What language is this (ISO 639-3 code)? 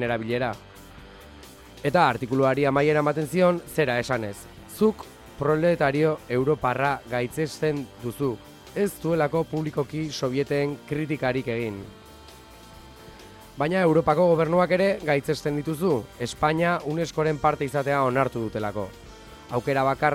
eus